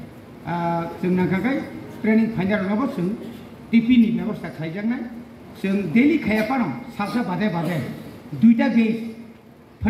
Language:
Kok Borok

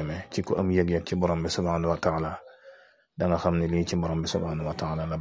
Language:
Wolof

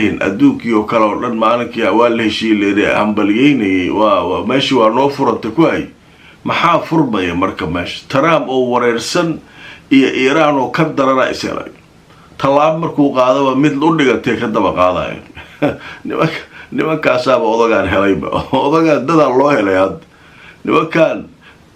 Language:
Somali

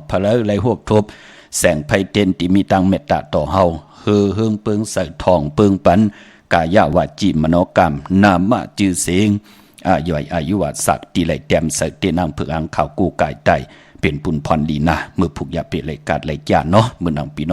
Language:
Shan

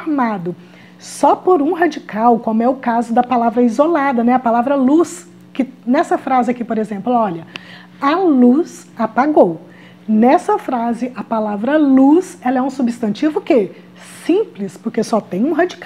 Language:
Portuguese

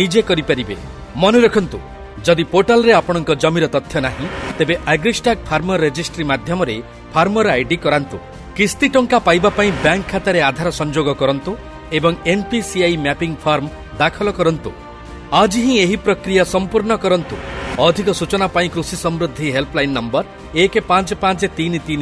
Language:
Odia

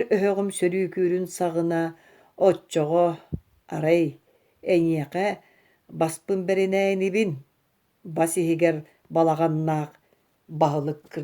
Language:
Yakut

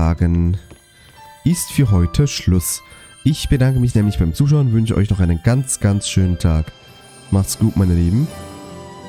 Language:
German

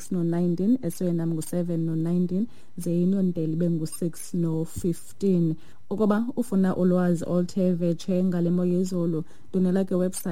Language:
Xhosa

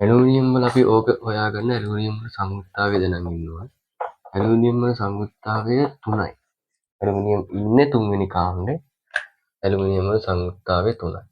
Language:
Sinhala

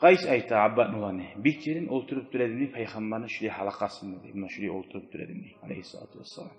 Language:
Kumyk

